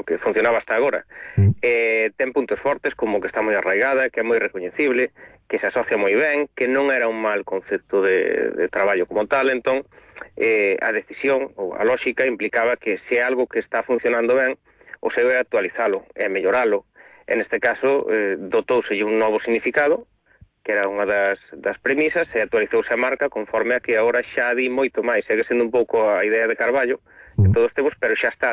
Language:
Galician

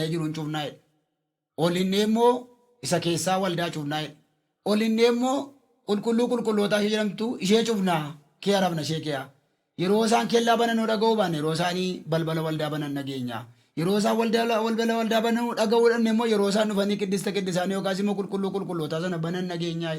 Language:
Oromo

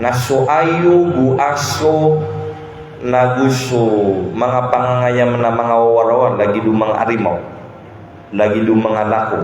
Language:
Maranao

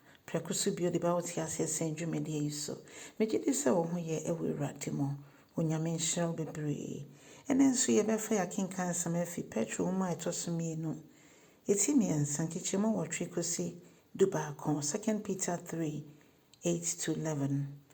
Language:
Akan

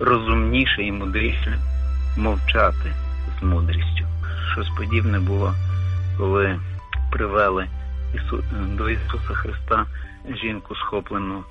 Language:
Ukrainian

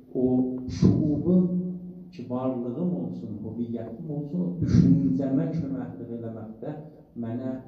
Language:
South Azerbaijani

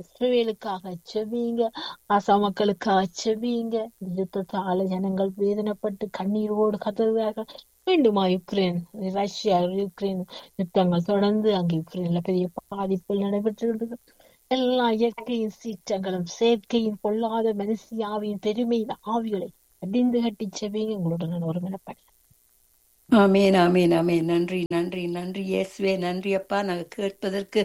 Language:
Tamil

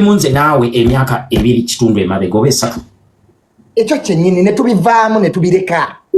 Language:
Ganda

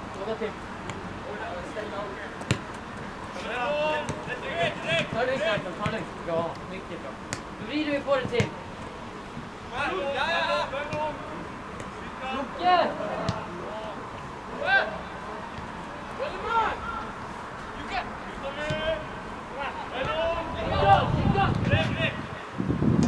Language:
Swedish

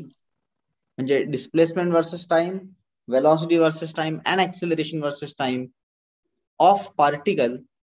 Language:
Marathi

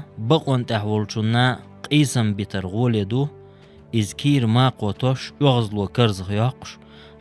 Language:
Chechen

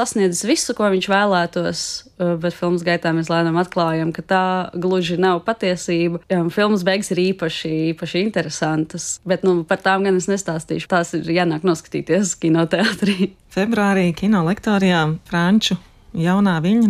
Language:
Latvian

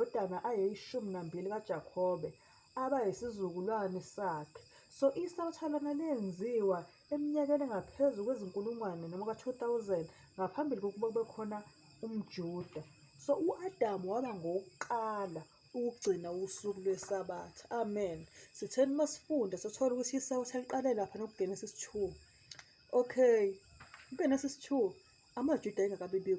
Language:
Zulu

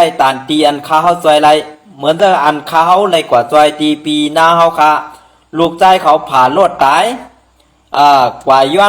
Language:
Shan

